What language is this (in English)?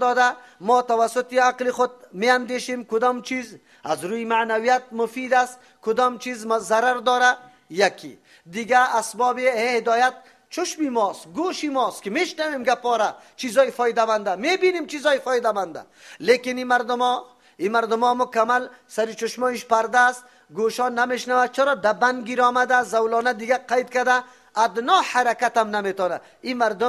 Persian